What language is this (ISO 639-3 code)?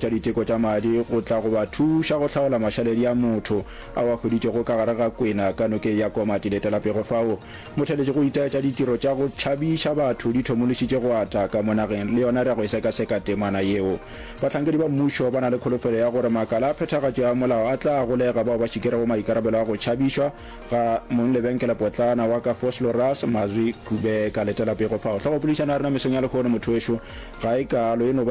nso